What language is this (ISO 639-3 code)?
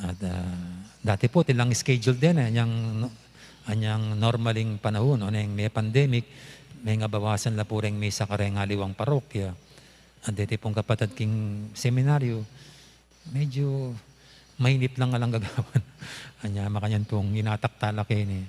pam